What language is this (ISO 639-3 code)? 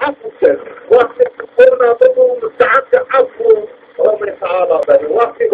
zza